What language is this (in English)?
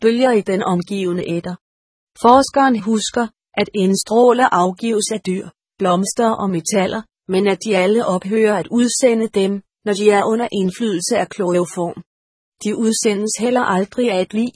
Danish